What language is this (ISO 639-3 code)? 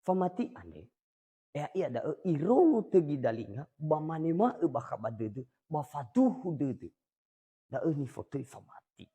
nia